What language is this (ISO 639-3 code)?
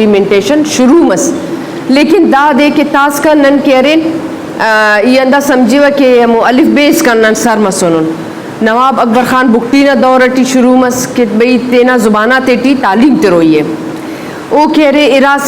bgp